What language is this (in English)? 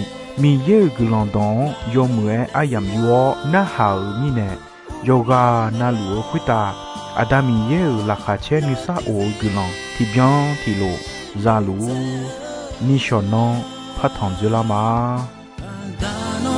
Akha